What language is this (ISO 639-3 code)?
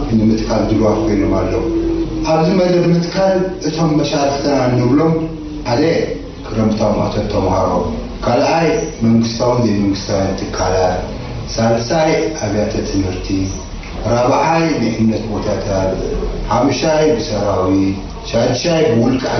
tir